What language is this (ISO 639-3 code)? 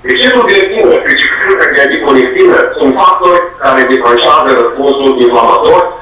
ron